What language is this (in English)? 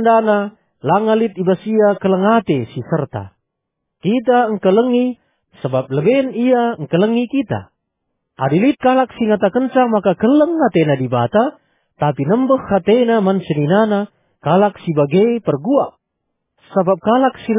Batak Karo